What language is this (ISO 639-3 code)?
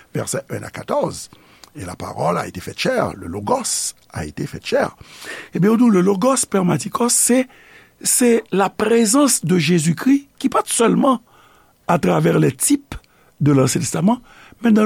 hat